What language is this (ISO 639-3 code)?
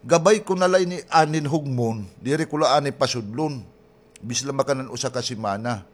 war